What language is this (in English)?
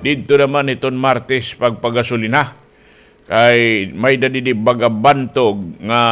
Waray